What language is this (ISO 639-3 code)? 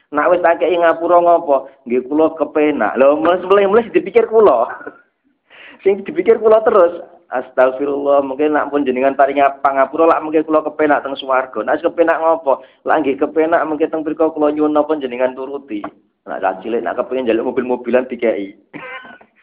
jav